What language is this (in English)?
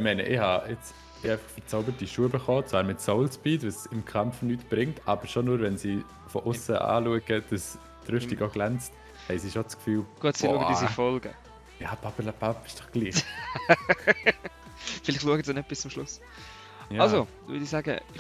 Swiss German